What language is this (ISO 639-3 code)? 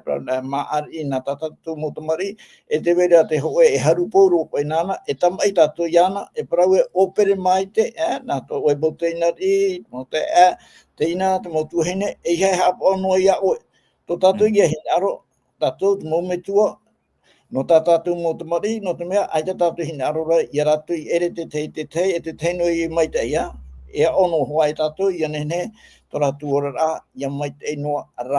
tah